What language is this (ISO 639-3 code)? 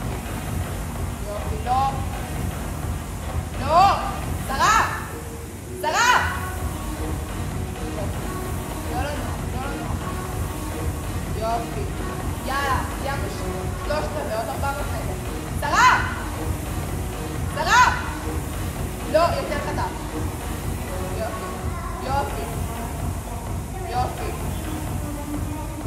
heb